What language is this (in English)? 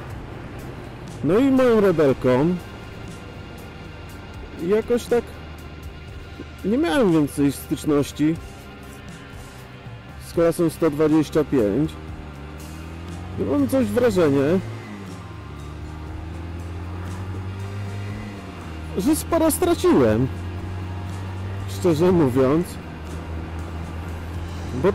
Polish